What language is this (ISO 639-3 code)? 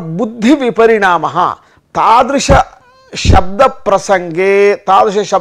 san